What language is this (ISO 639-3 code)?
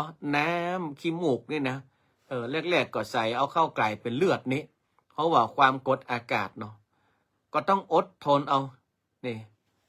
nod